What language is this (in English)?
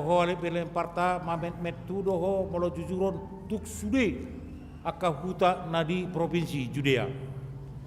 Batak Toba